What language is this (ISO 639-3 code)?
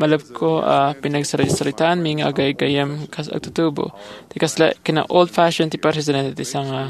ilo